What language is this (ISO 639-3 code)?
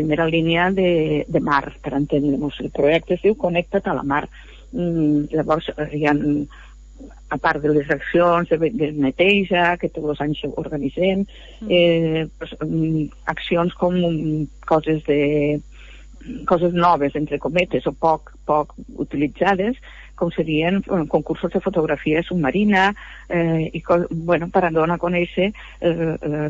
cat